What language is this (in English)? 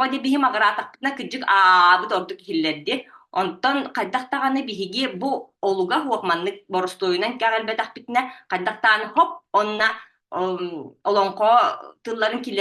Yakut